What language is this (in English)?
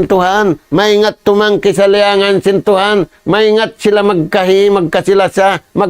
Tausug